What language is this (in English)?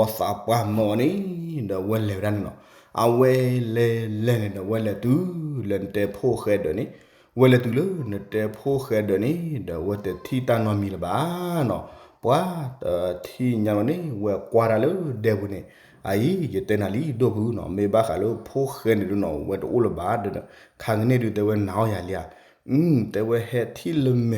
S'gaw Karen